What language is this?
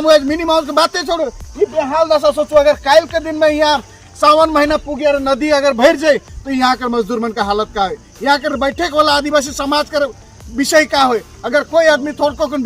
Sadri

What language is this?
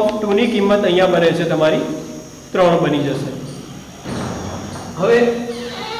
Gujarati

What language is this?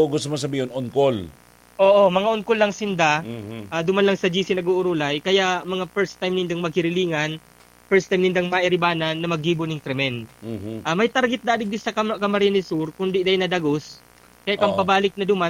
Bikol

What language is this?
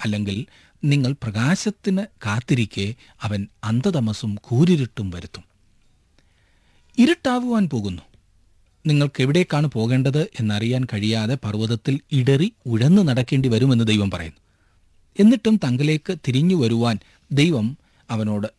Malayalam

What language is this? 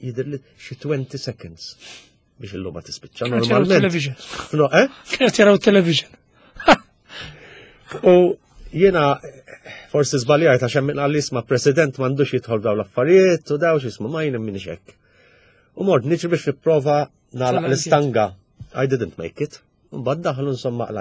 Maltese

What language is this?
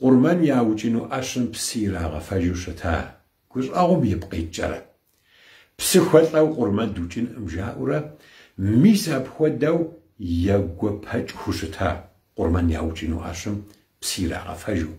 Kabardian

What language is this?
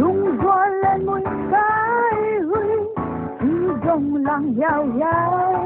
Paite Chin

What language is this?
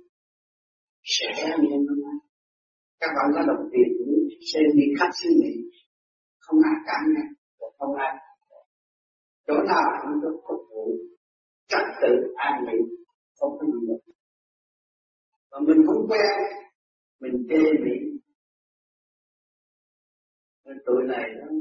Vietnamese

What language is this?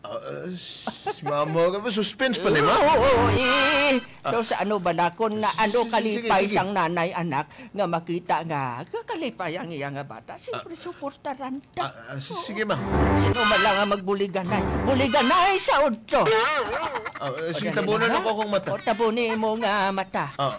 Hiligaynon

